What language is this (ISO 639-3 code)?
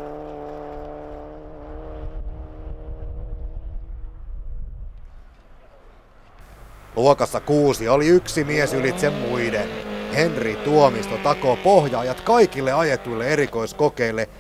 fin